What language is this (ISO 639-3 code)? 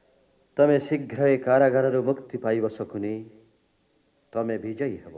ori